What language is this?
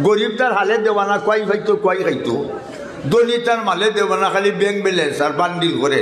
Sylheti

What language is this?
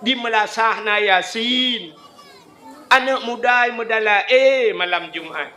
Achinese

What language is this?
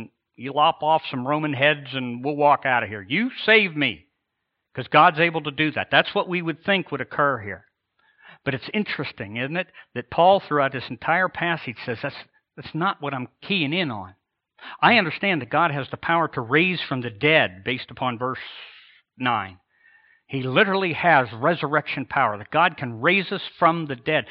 English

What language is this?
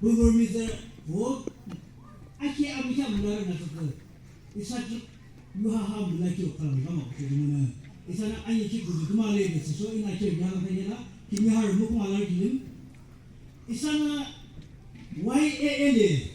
Naga Pidgin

